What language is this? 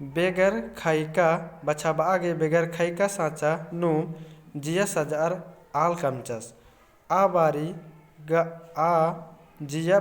Kurukh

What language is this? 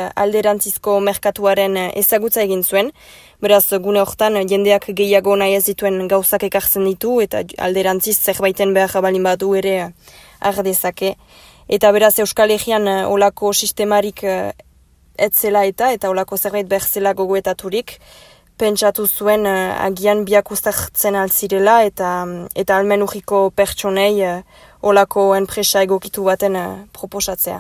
Basque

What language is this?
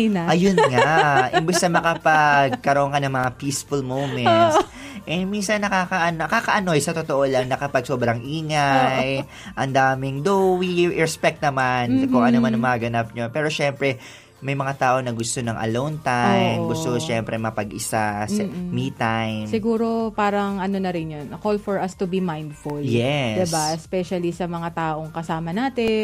Filipino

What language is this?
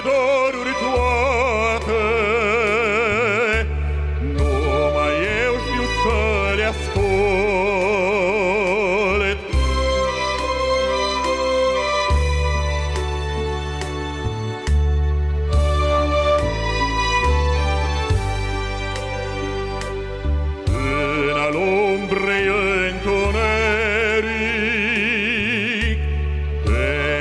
Romanian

